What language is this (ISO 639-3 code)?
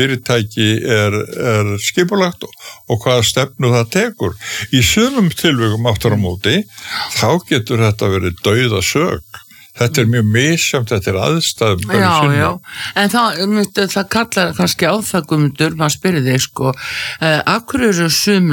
isl